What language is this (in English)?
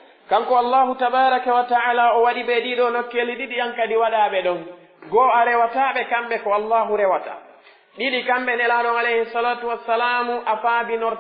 Pular